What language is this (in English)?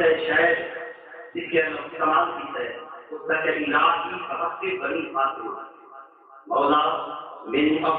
Saraiki